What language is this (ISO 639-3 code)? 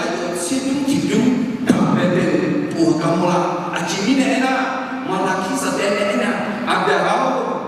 ahk